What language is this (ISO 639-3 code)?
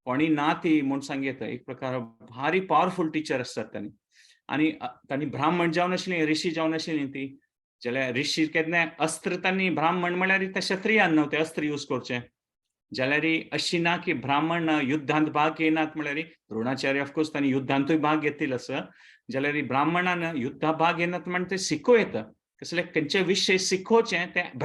kok